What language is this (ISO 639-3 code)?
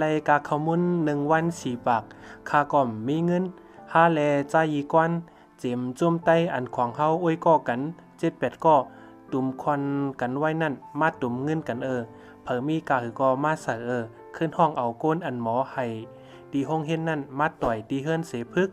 shn